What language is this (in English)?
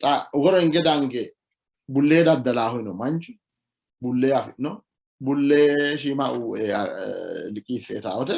Sidamo